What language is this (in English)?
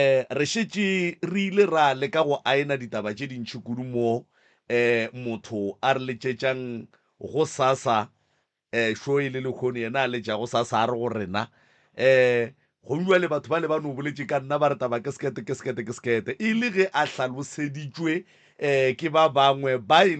Northern Sotho